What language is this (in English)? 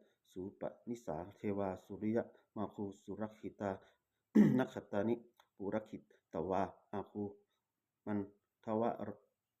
Pali